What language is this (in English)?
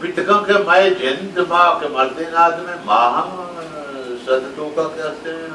Baluchi